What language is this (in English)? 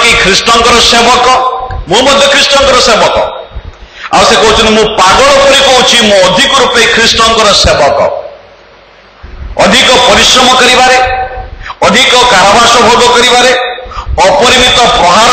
Odia